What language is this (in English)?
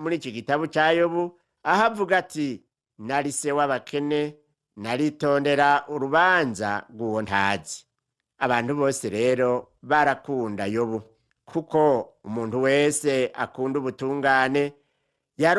Rundi